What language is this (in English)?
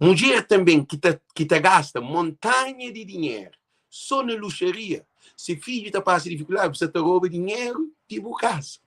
Kabuverdianu